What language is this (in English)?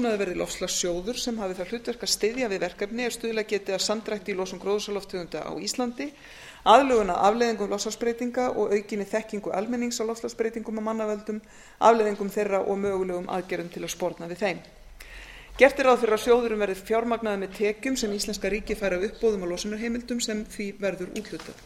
Icelandic